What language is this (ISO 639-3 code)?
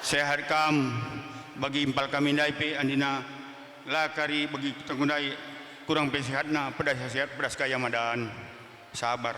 btx